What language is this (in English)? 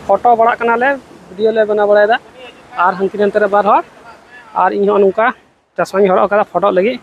Santali